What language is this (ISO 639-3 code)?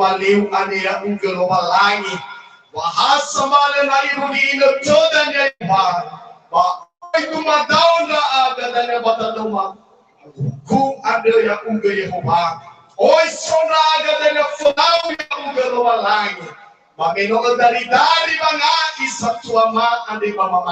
nia